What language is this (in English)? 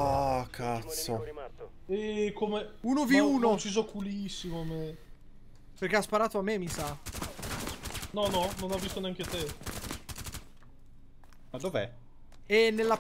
Italian